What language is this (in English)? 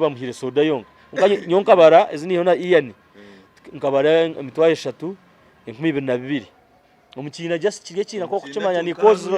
Nyankole